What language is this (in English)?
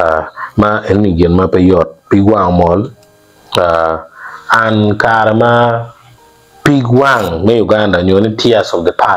Acoli